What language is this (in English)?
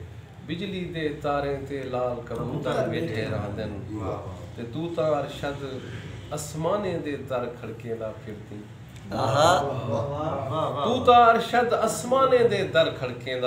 Saraiki